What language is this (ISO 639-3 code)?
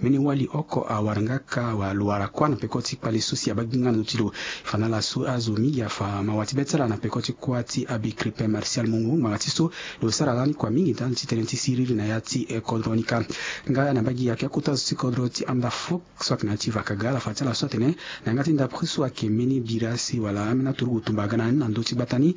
sag